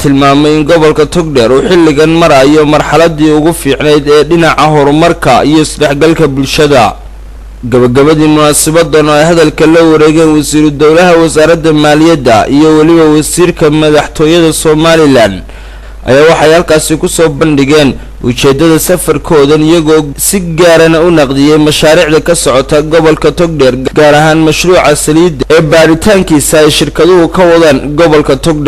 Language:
Somali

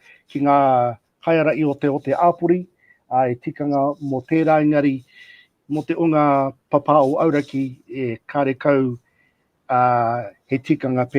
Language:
Māori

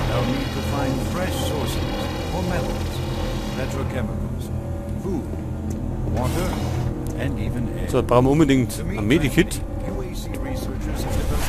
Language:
Bavarian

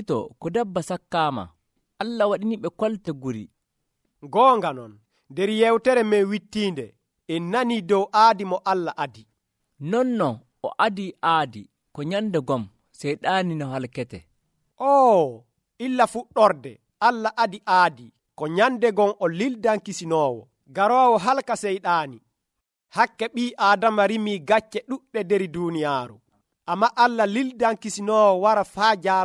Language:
Nigerian Fulfulde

